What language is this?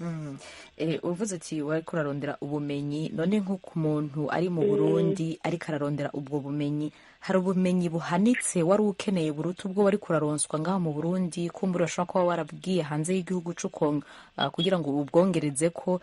Rundi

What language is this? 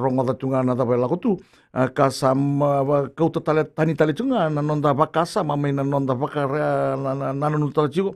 Fijian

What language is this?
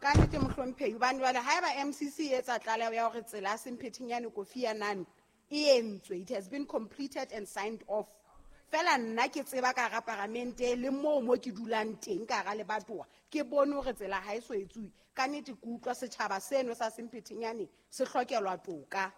Southern Sotho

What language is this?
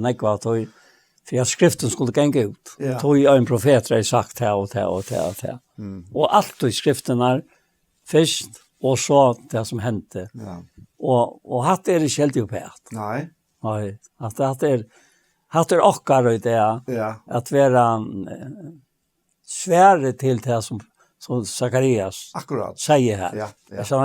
Faroese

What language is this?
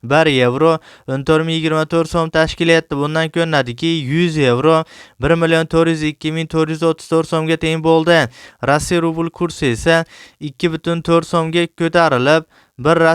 Uzbek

